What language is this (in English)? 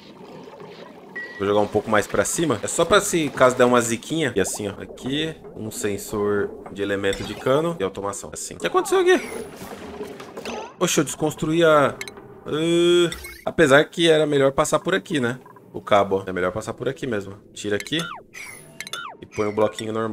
Portuguese